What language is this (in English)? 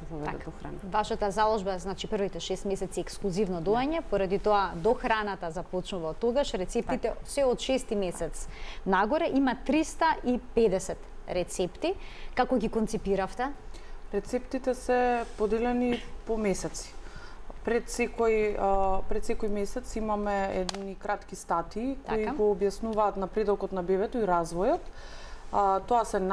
Macedonian